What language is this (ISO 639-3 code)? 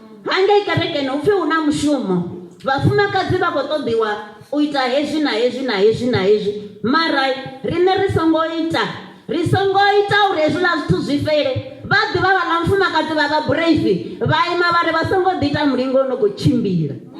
ven